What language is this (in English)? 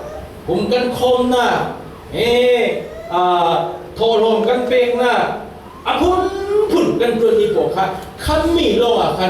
Falam Chin